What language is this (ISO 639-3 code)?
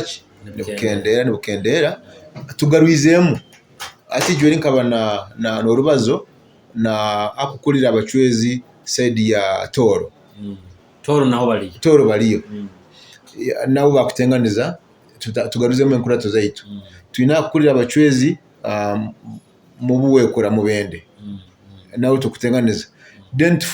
nyo